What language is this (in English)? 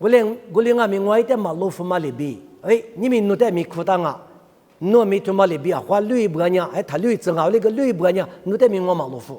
Lisu